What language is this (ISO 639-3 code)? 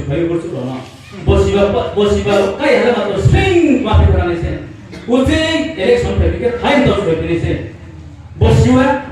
ria